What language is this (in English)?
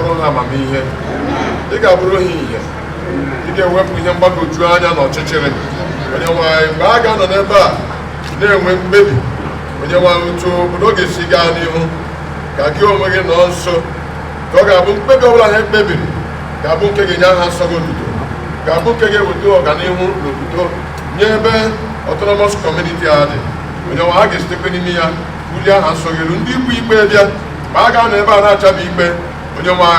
Igbo